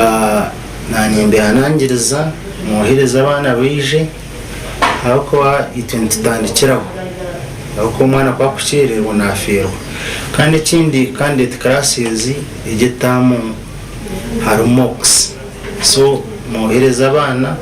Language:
Nyankole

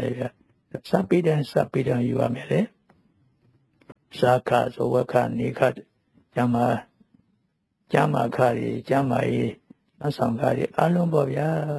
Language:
Burmese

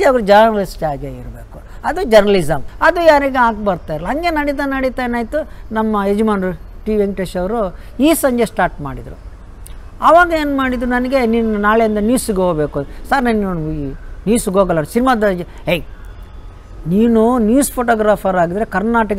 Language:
Kannada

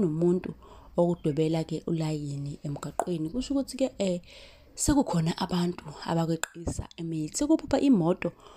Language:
Zulu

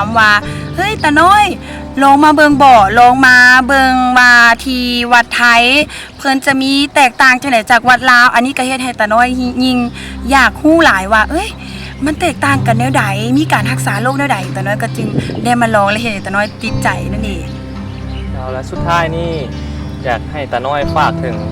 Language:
Lao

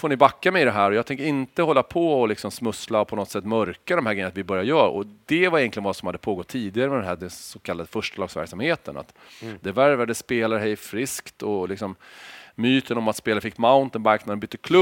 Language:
Swedish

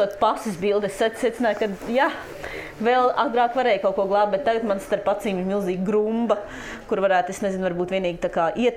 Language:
Latvian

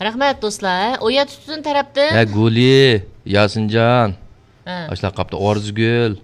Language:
Uyghur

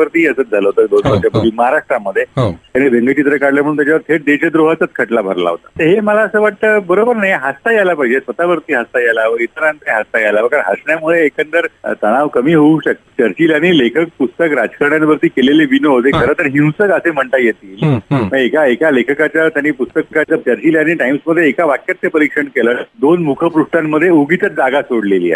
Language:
Marathi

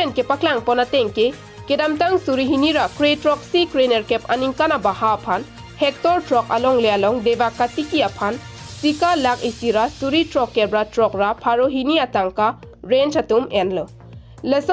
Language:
Karbi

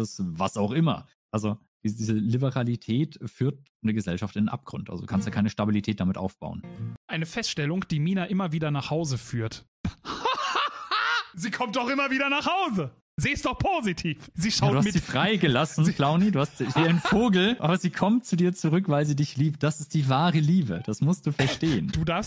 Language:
German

